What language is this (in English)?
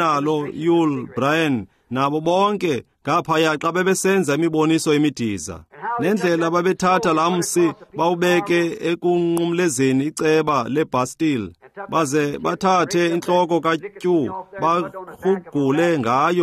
Xhosa